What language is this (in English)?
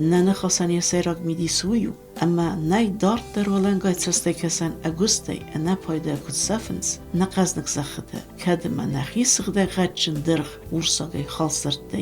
Ossetic